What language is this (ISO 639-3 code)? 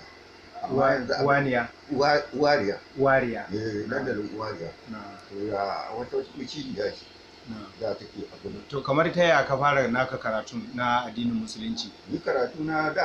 hau